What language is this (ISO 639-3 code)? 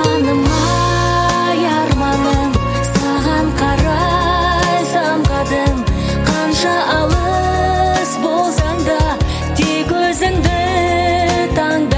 kaz